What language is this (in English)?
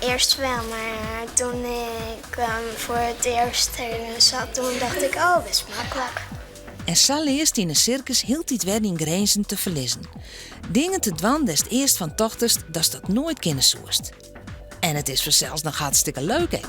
Western Frisian